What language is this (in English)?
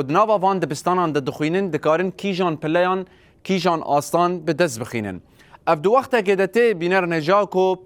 Kurdish